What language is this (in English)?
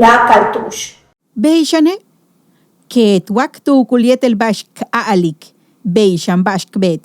Yucateco